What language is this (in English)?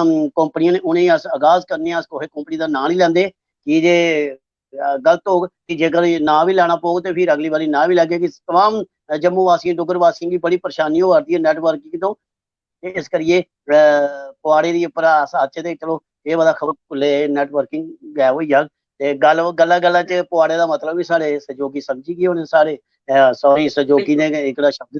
Dogri